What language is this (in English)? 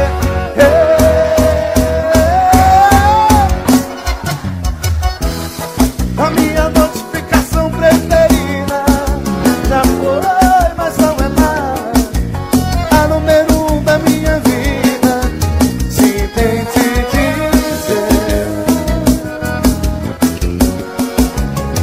Portuguese